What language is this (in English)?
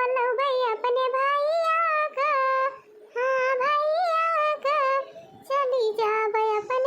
Awadhi